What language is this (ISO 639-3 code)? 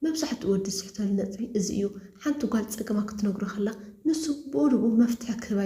tir